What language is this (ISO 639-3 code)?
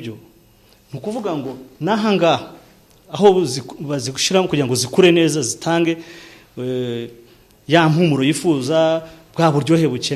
kin